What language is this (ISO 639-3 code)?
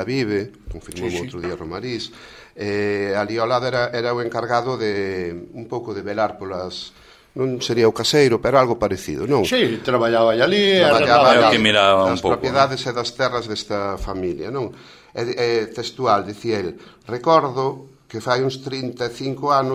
glg